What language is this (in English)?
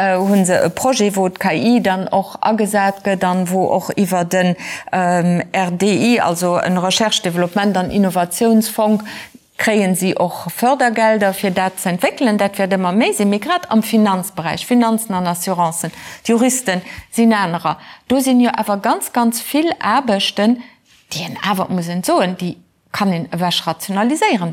Luxembourgish